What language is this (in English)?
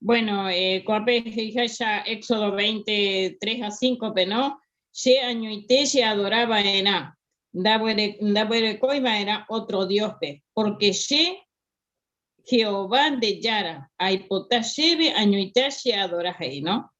Guarani